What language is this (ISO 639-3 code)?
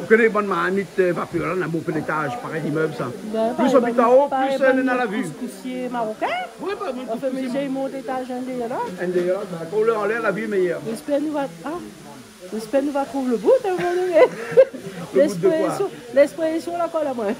rcf